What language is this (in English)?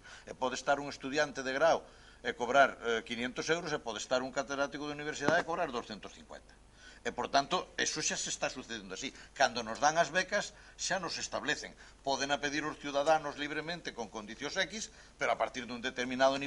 Galician